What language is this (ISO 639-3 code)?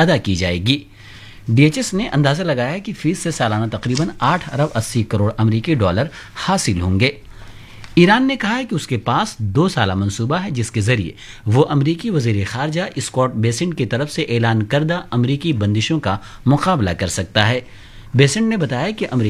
urd